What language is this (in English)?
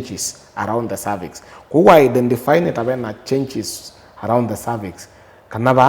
Kamba